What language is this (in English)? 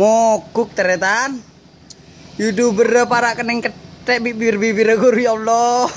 Madurese